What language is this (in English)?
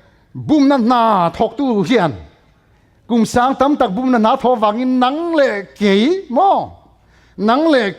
Mizo